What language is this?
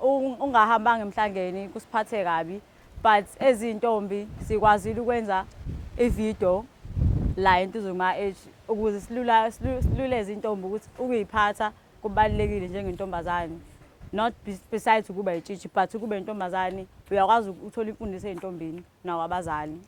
Zulu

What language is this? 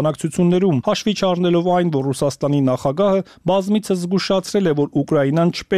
Armenian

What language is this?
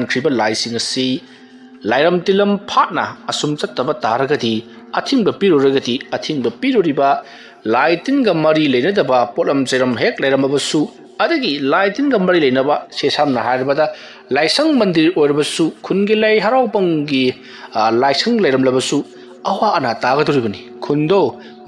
Manipuri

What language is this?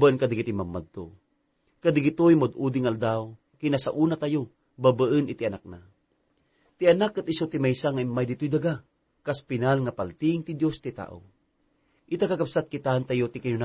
Iloko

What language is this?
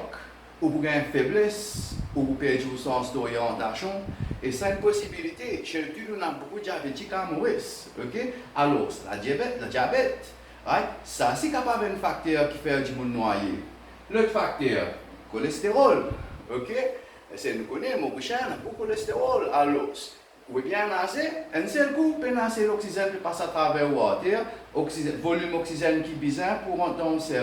Morisyen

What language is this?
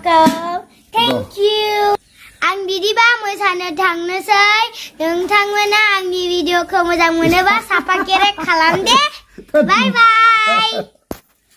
Bodo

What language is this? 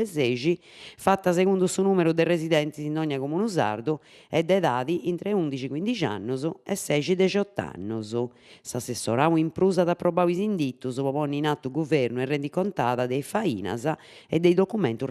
Sardinian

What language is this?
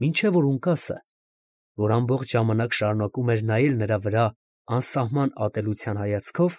Armenian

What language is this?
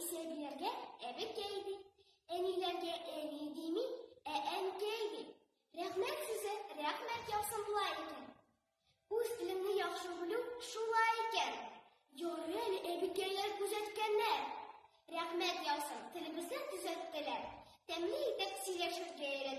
Tatar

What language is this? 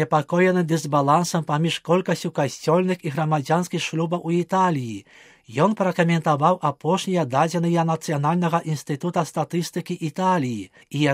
Belarusian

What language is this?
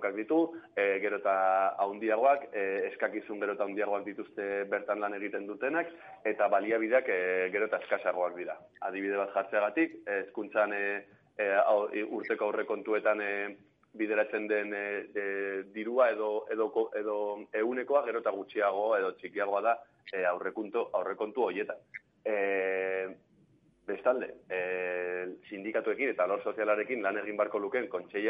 Basque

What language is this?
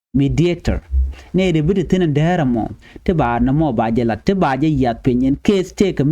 Nuer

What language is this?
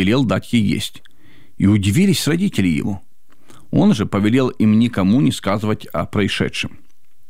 Russian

